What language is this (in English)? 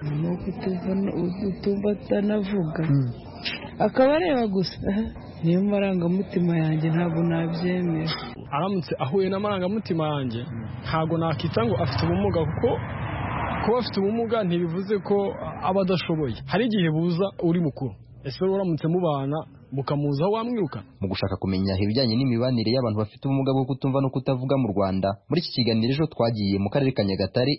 Kinyarwanda